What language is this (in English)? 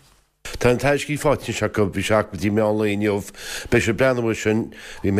Irish